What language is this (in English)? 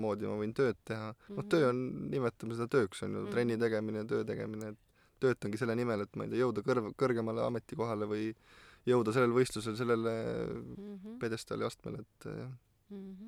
Estonian